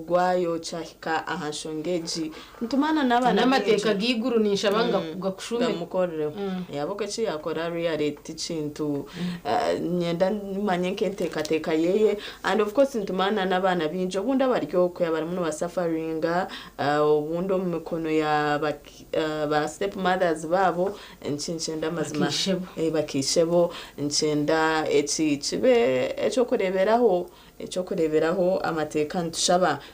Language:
Nyankole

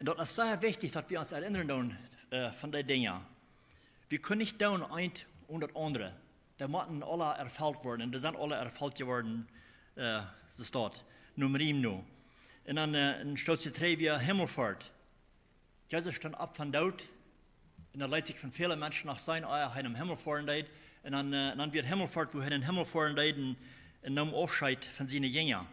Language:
Plautdietsch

